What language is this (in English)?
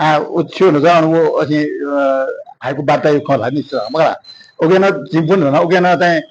Newari